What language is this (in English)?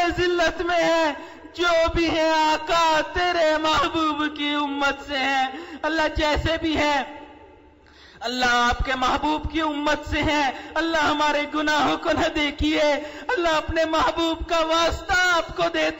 Urdu